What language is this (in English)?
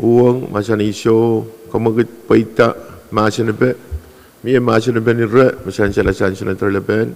Pohnpeian